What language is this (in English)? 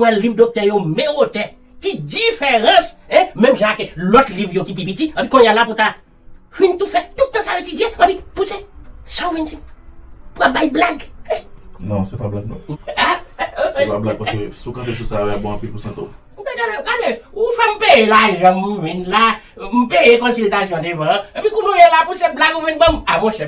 Haitian Creole